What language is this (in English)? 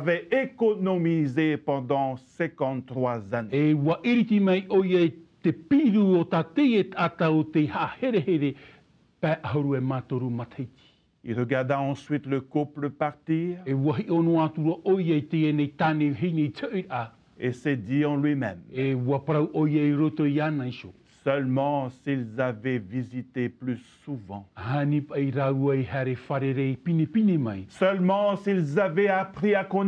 Tahitian